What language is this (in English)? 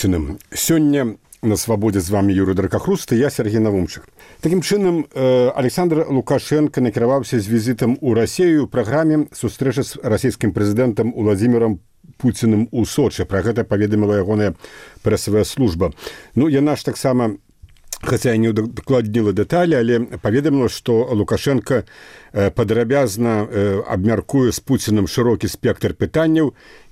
Belarusian